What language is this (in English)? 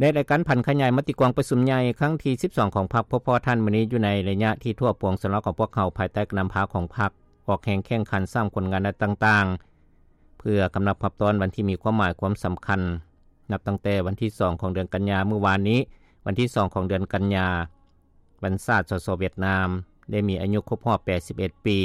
Lao